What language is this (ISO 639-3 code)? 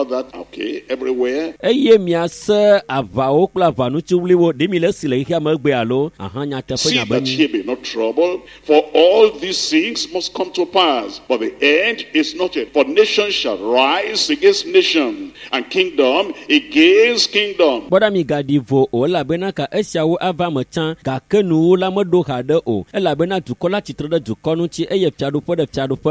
ewe